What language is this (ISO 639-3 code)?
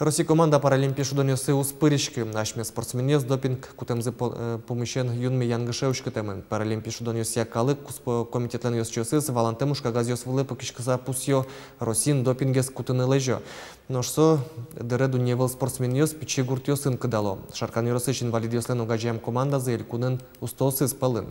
udm